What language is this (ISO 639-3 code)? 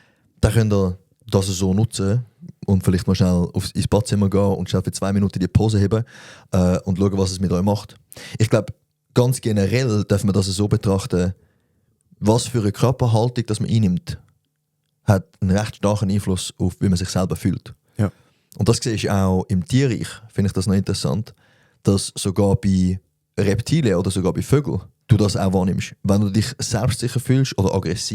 gsw